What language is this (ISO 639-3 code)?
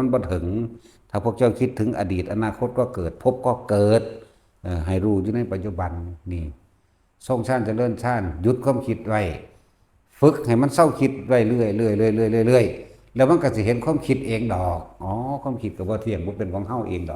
tts